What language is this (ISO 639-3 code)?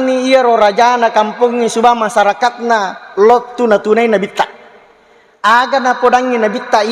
bug